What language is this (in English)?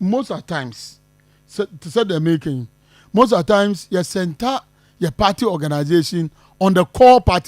Akan